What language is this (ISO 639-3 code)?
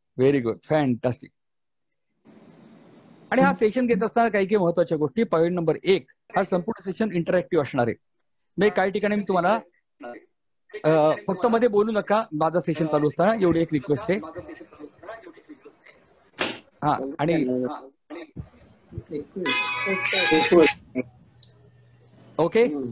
mar